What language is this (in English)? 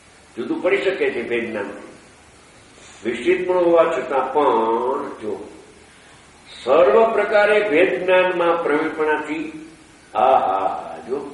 Gujarati